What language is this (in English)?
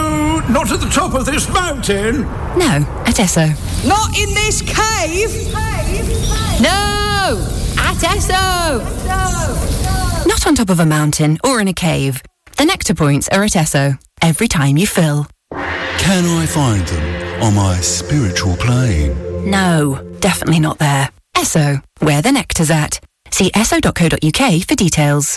English